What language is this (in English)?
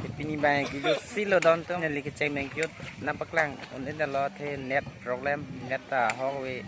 Karbi